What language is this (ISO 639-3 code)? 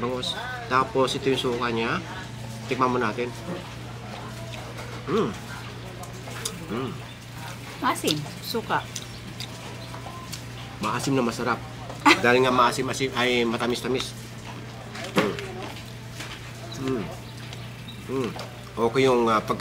fil